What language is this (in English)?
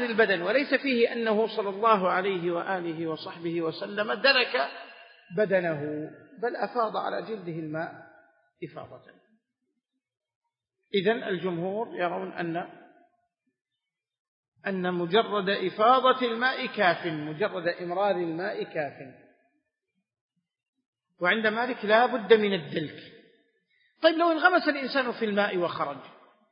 Arabic